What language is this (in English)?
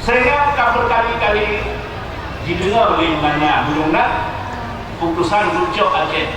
Achinese